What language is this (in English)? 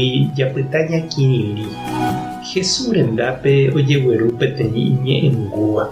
Guarani